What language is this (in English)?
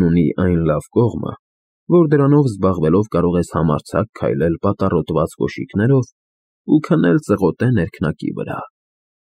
Armenian